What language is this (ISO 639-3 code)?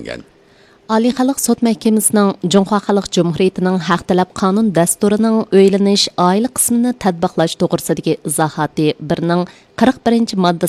uig